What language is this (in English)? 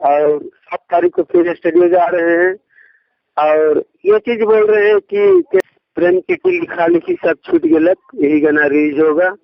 Sadri